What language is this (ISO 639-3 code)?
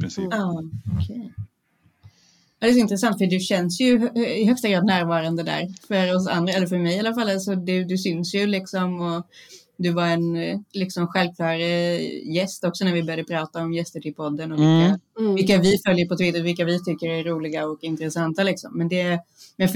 swe